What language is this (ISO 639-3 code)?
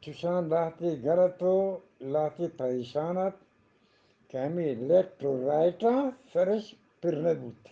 bgp